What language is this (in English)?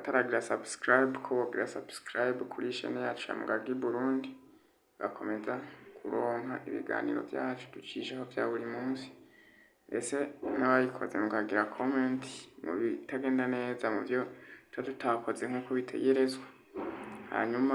Rundi